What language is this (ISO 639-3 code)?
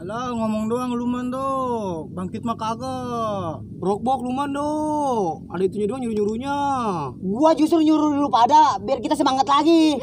bew